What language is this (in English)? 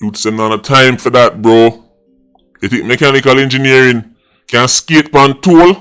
Jamaican Creole English